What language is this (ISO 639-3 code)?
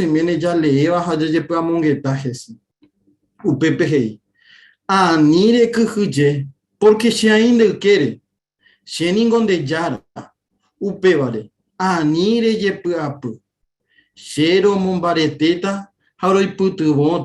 grn